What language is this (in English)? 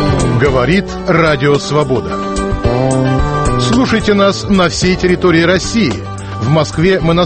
Russian